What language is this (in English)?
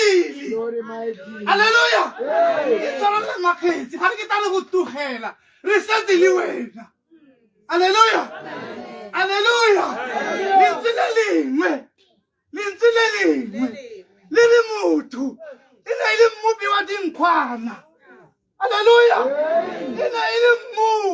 Tswana